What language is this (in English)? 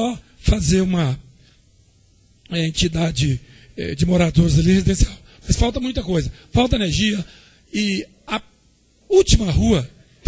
Portuguese